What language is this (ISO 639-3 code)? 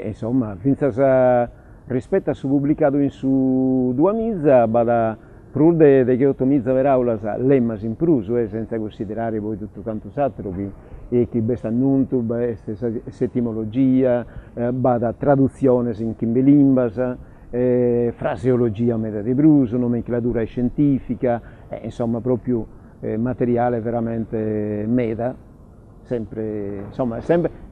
srd